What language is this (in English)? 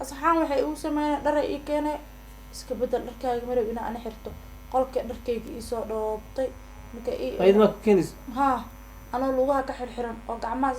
Somali